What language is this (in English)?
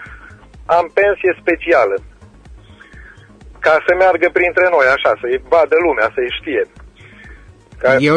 Romanian